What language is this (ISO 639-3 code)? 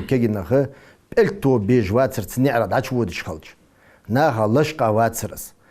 inh